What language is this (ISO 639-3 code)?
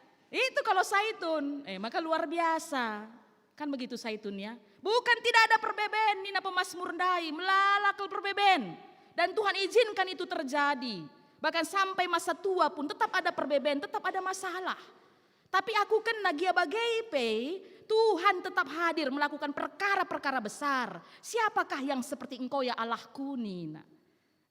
btx